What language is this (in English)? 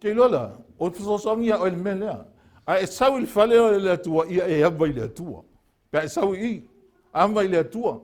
Samoan